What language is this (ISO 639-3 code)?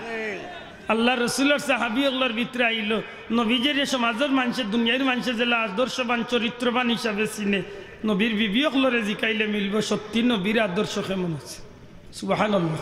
syl